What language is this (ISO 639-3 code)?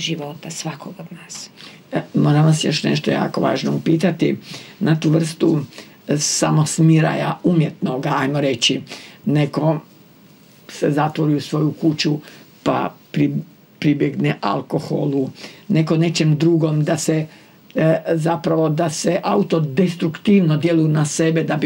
hrv